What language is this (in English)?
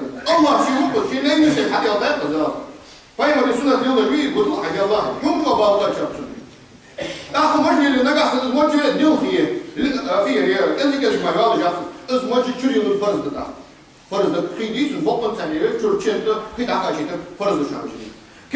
Ingush